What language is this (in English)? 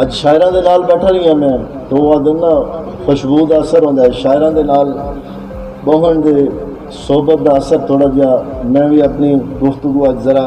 Saraiki